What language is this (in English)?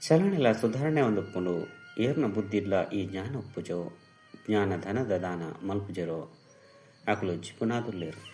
Tulu